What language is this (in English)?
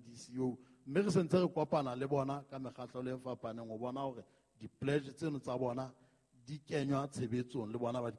Southern Sotho